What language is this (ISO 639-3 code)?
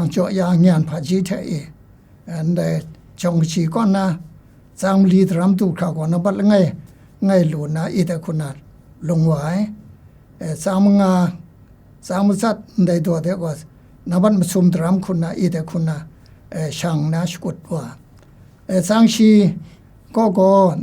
kac